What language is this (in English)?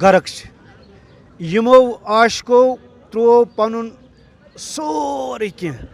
Kashmiri